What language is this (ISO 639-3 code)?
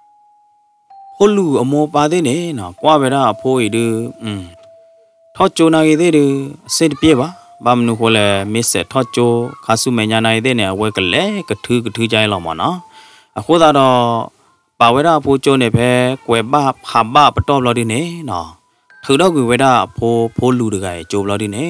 ksw